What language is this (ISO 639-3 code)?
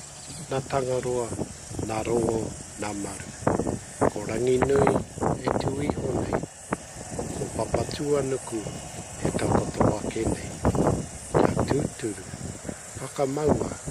mri